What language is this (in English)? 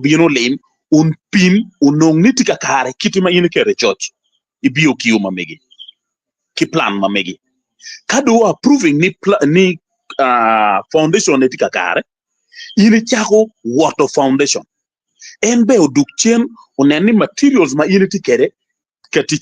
Acoli